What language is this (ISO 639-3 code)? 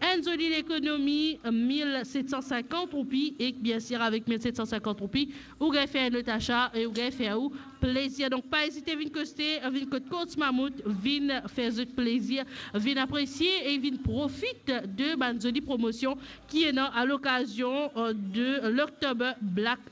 mfe